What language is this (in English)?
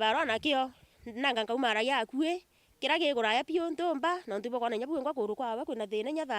Meru